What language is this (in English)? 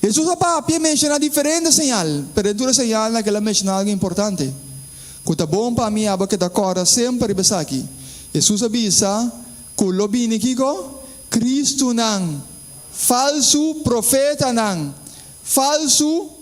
Papiamento